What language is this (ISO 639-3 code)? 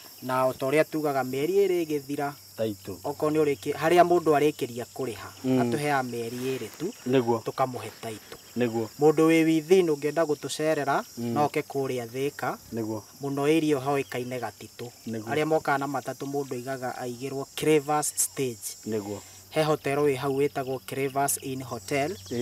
kik